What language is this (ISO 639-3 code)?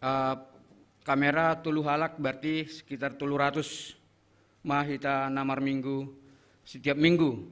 bts